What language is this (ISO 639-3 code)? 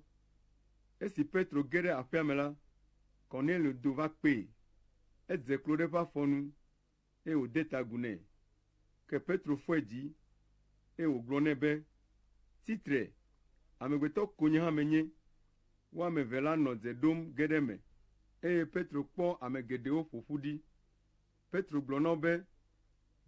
ewe